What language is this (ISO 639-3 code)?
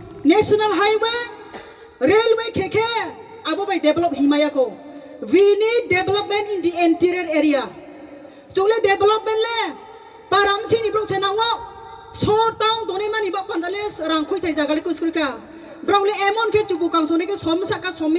ria